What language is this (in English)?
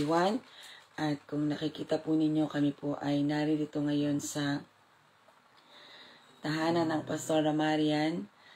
Filipino